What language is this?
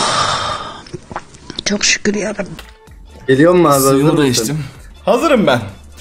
Turkish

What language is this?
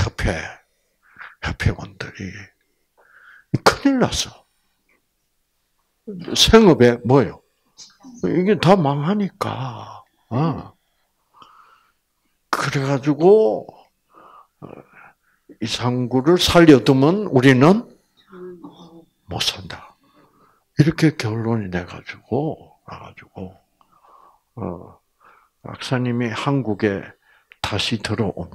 Korean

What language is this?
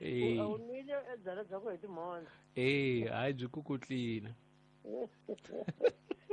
Tsonga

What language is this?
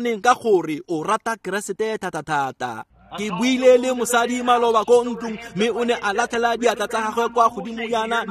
Tswana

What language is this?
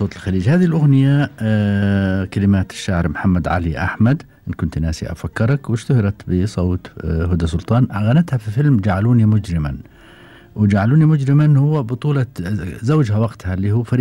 Gulf Arabic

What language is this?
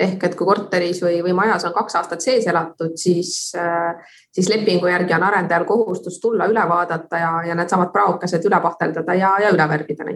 Estonian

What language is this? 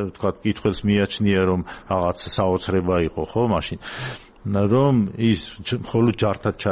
Georgian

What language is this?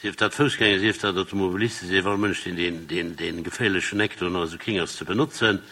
Luxembourgish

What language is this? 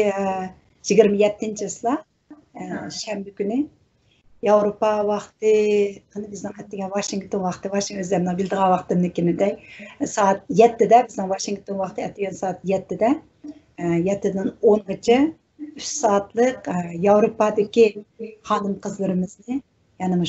Uyghur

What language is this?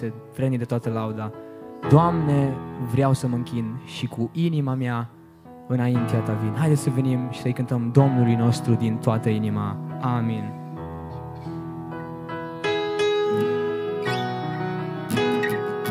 Romanian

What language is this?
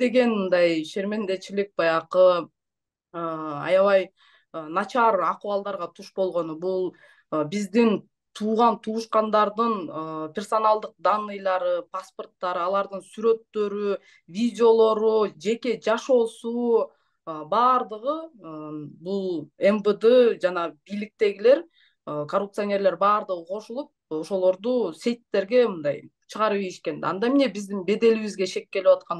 Kyrgyz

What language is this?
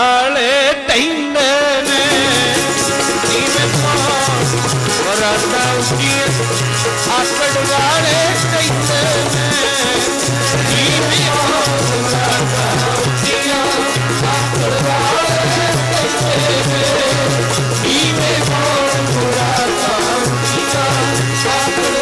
Punjabi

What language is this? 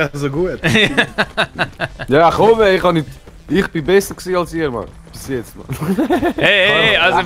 Swiss German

